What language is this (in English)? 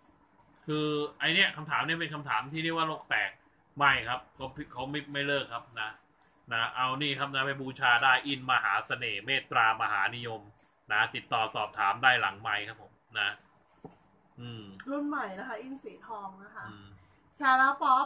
Thai